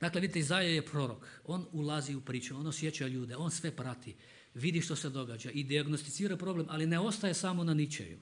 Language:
Croatian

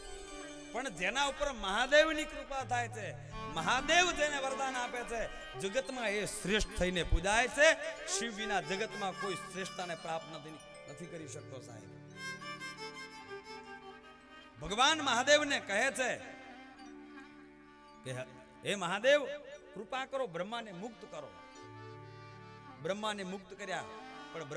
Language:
Gujarati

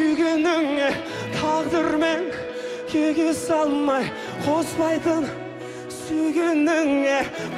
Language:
Kazakh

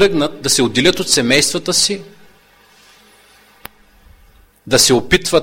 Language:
Bulgarian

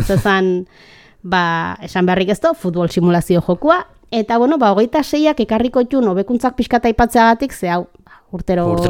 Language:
Basque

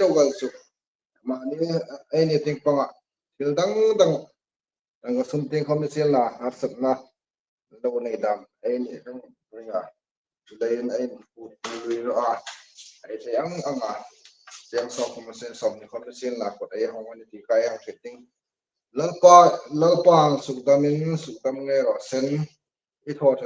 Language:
Hmar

